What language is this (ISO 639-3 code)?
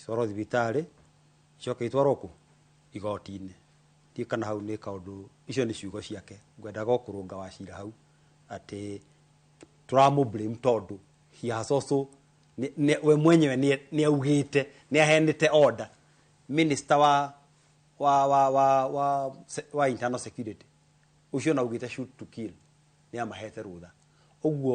kik